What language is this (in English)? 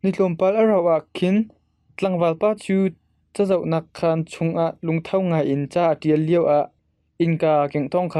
Hakha Chin